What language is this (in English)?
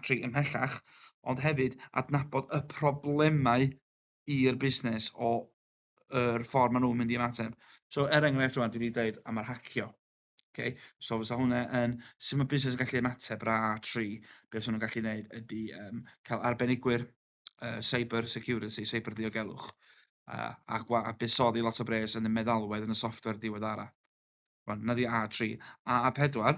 Welsh